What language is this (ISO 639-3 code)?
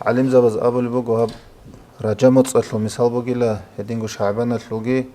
ava